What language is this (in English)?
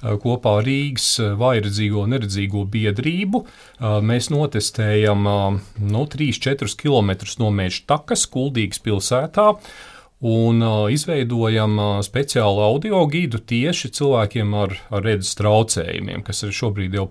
Latvian